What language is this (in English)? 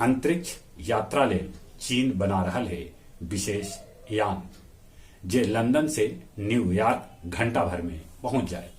Magahi